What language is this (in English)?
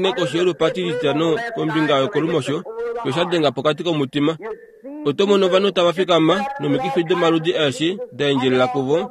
Kuanyama